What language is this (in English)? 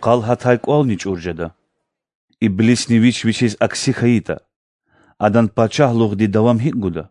Lezghian